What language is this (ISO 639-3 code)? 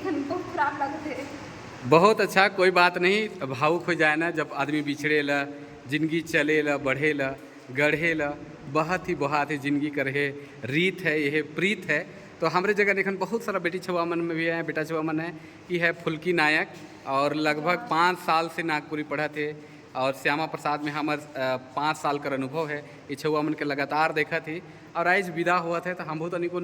sck